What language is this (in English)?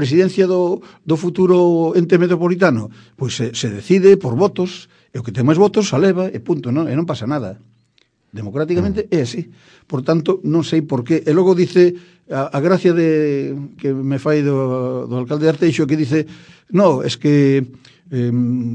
Galician